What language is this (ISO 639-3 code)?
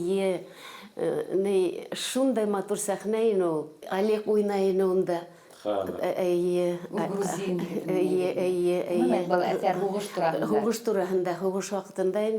bak